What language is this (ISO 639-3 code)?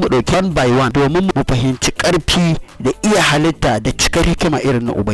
hau